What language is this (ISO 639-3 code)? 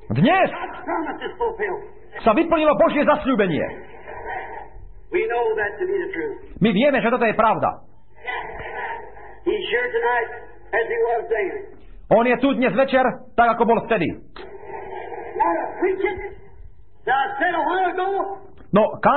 slk